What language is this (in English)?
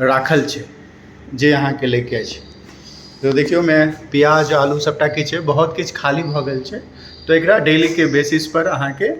Maithili